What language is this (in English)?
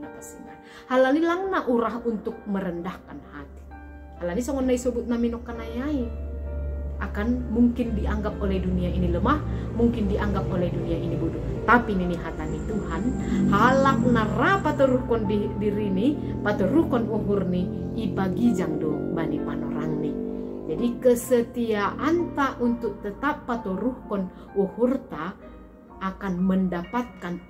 Batak Simalungun